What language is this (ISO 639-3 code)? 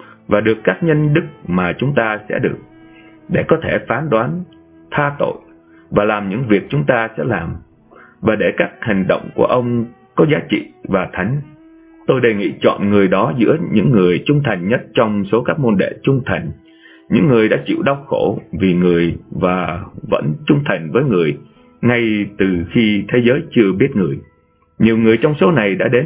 vie